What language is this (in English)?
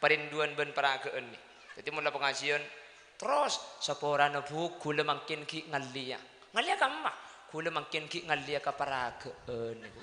Madurese